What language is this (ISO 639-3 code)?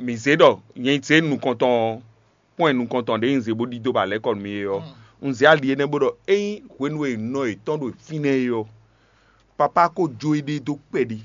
fon